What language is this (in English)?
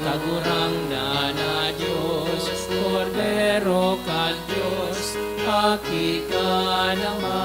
Bikol